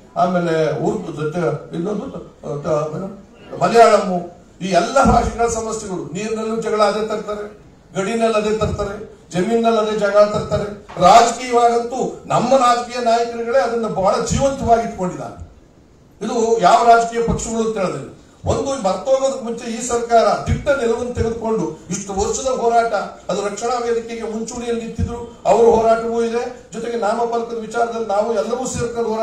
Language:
Kannada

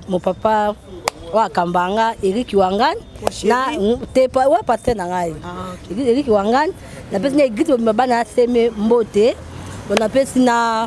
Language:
Lingala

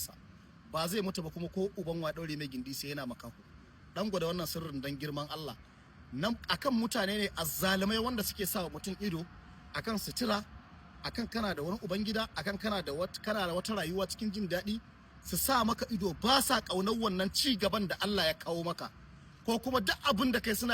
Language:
Hausa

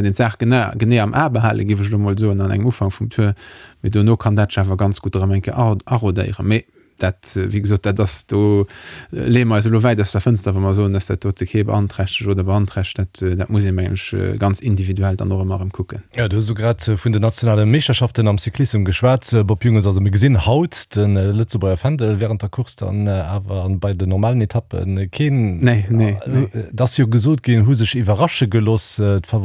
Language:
Luxembourgish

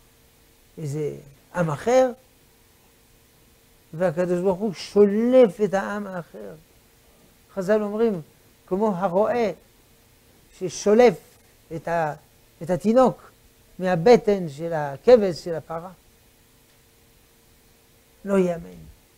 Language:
Hebrew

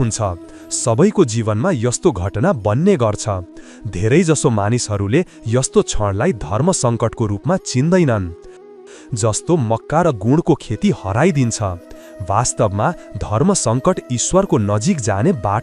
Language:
Nepali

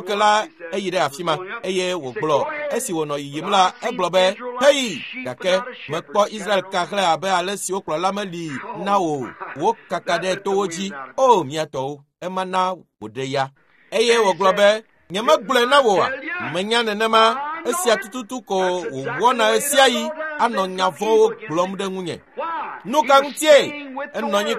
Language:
Ewe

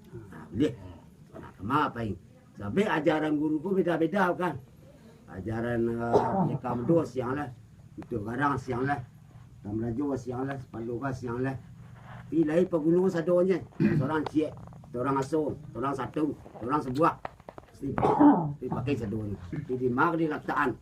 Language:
Minangkabau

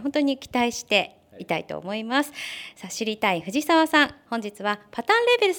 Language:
Japanese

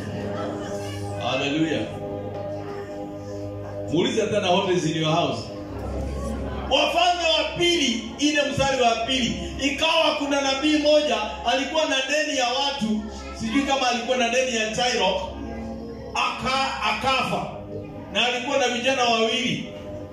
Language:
Swahili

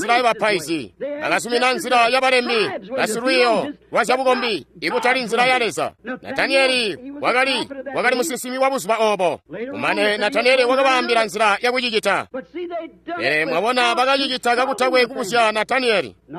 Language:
Tonga (Zambia)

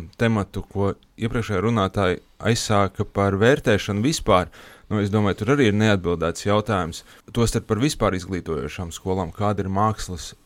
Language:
Latvian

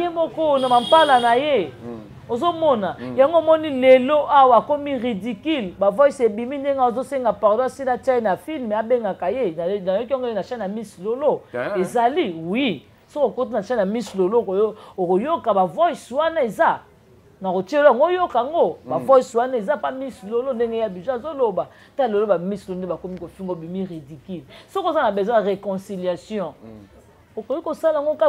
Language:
Lingala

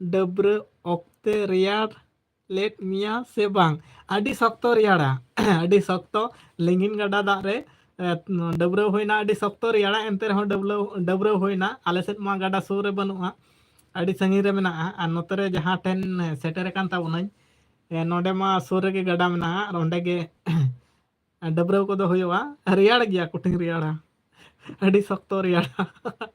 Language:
Santali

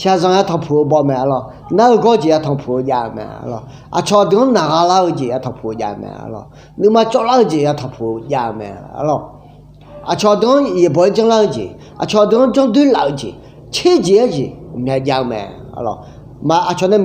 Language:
Akha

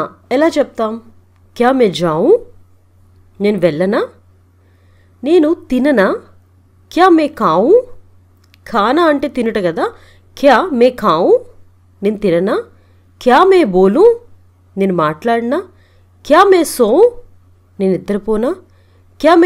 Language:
Telugu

